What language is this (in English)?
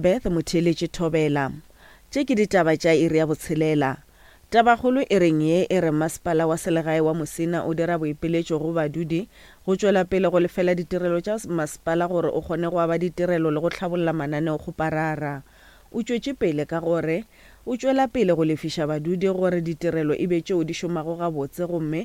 Northern Sotho